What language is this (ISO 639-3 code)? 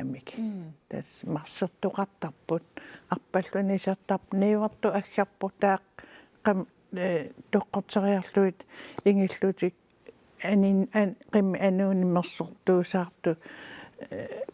kal